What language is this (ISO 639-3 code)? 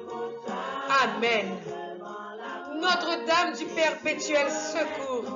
fra